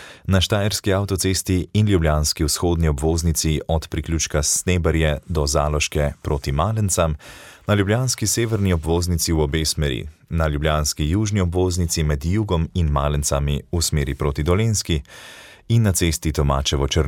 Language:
Slovenian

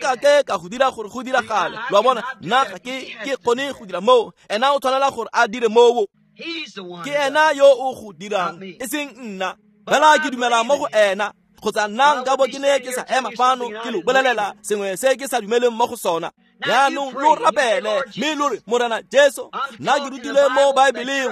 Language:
Tswana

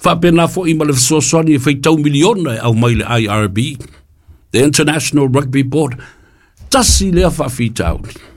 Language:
Samoan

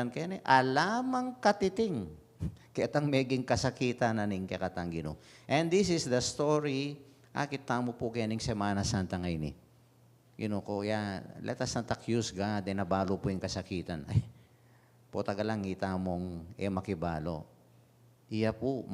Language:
Pampanga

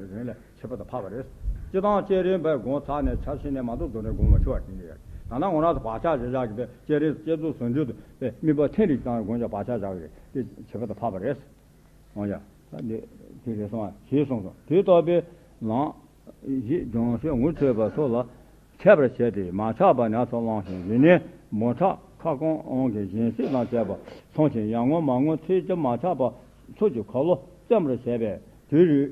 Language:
Tibetan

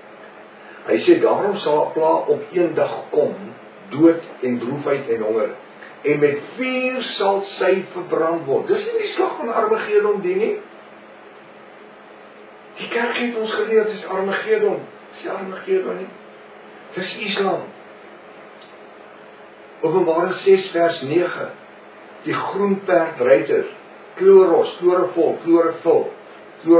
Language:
Afrikaans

